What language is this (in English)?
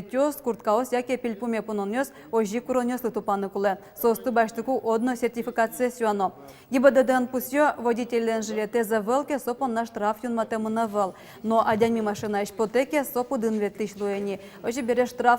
Udmurt